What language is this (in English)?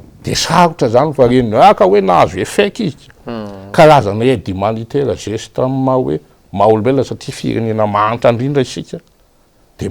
Malagasy